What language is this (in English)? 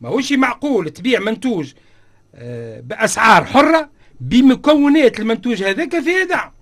Tunisian Arabic